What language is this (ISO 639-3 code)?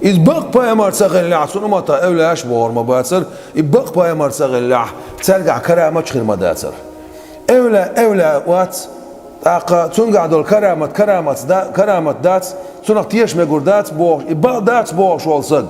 che